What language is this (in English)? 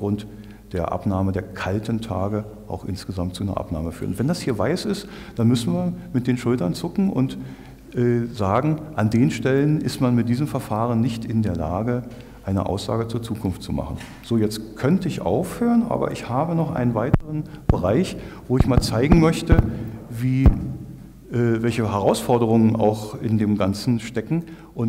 German